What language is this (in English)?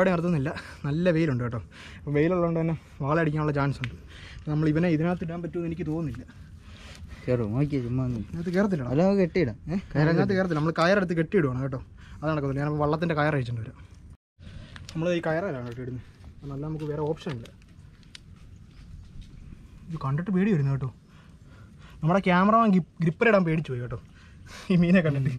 Malayalam